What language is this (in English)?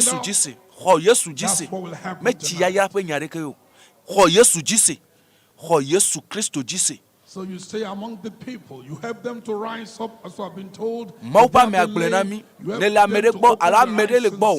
Ewe